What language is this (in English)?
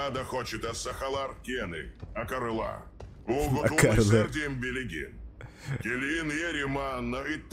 Yakut